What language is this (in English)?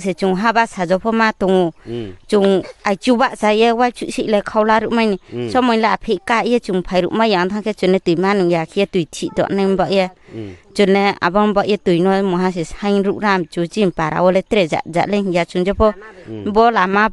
Riang (India)